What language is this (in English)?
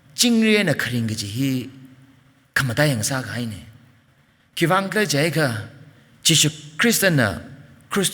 Tangkhul Naga (India)